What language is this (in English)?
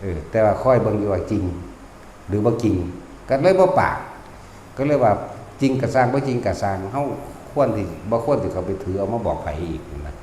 Northeastern Thai